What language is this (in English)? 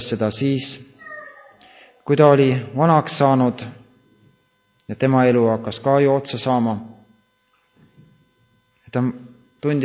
Estonian